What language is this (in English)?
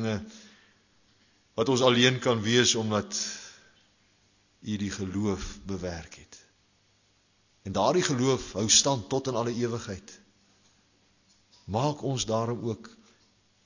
Afrikaans